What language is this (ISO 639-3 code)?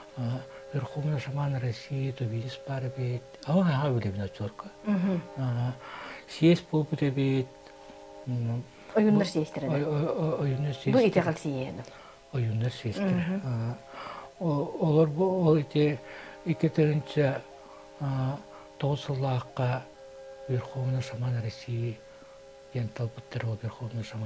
sah